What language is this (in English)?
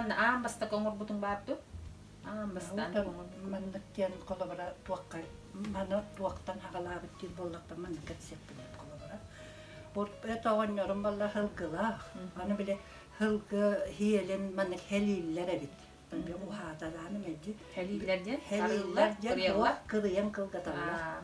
Yakut